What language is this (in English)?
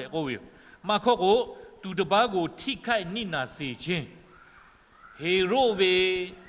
Lahu